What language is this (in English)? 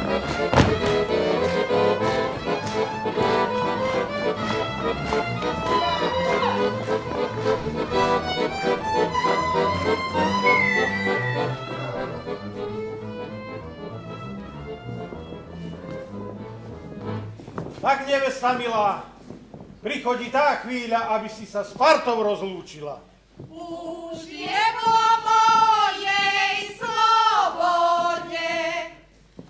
Slovak